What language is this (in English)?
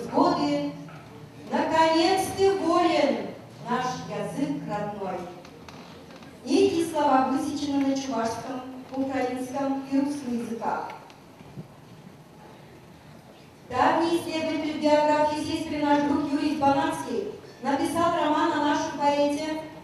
Russian